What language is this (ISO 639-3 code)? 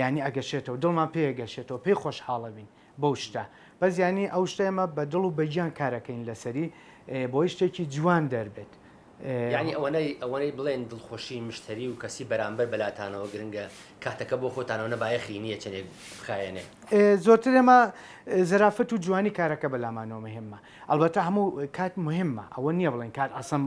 ckb